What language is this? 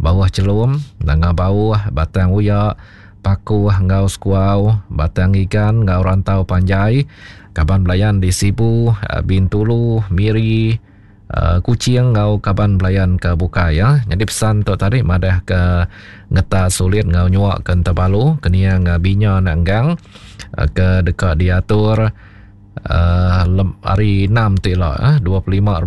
Iban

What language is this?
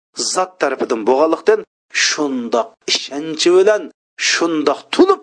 Uyghur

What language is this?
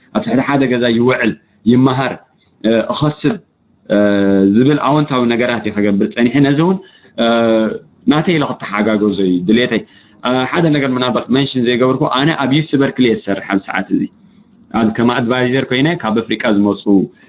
Tigrinya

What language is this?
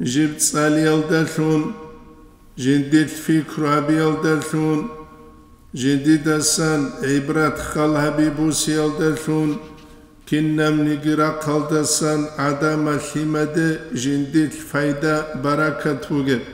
Avaric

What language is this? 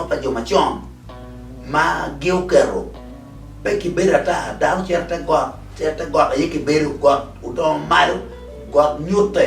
Acoli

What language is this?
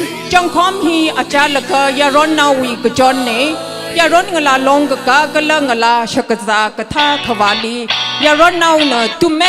Tangkhul Naga (India)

